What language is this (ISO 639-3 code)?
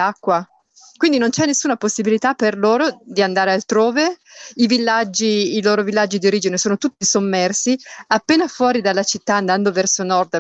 ita